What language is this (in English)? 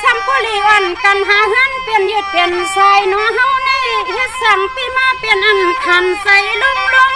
Shan